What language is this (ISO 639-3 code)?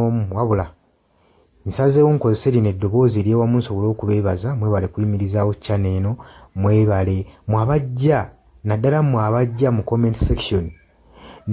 lug